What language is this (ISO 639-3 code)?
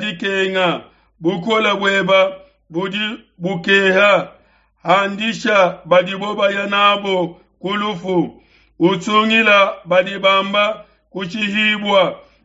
lua